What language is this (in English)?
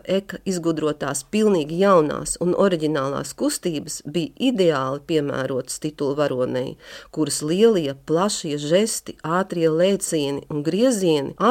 Latvian